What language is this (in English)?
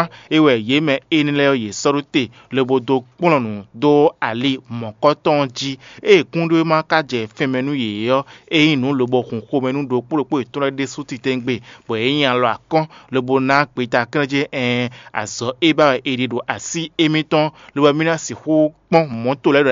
Fon